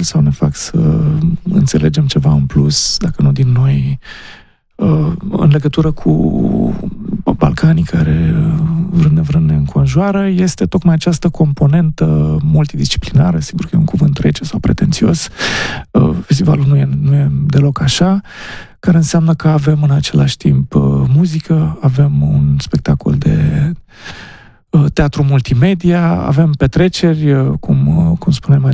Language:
Romanian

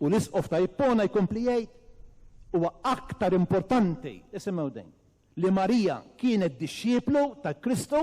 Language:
Maltese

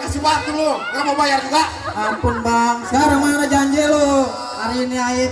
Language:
Betawi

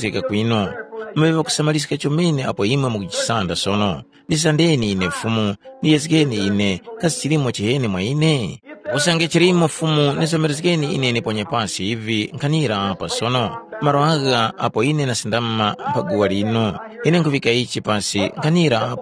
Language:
Tumbuka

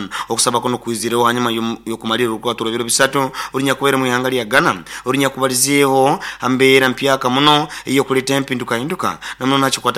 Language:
Nyoro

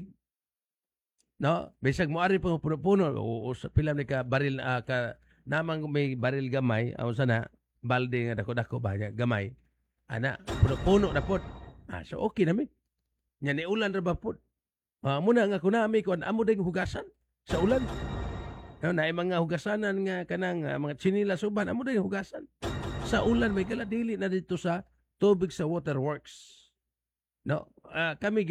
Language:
Cebuano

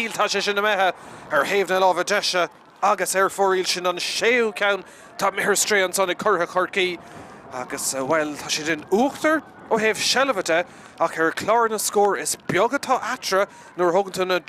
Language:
Irish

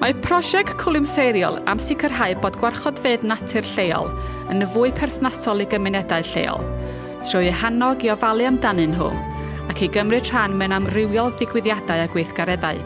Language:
Welsh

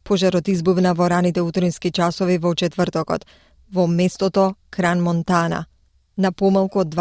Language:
Macedonian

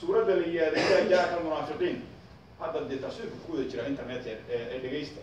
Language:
Somali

